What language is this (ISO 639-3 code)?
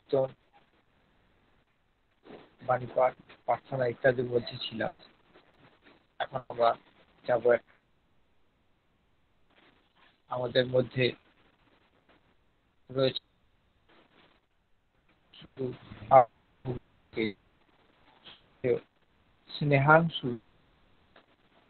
ben